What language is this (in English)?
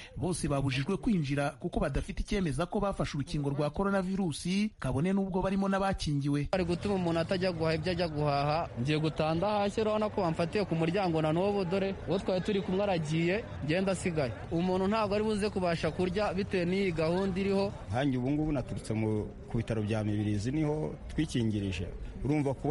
Kinyarwanda